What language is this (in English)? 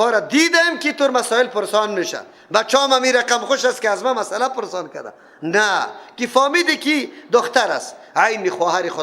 Persian